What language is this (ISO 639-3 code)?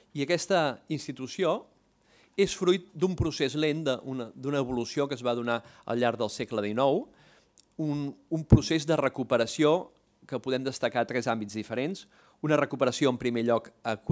cat